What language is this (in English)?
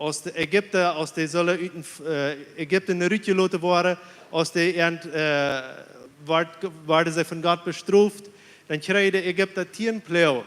Plautdietsch